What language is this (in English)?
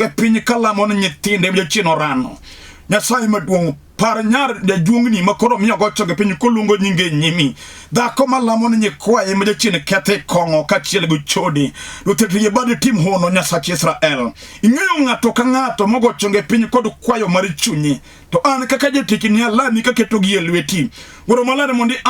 Luo (Kenya and Tanzania)